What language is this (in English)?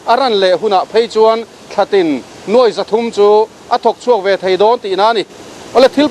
Mizo